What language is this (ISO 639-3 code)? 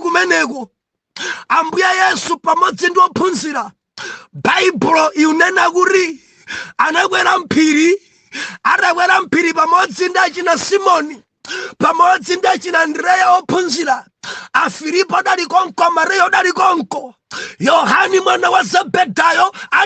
nya